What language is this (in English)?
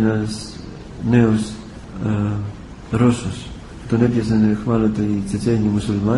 Greek